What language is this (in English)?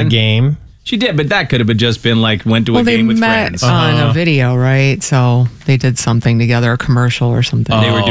English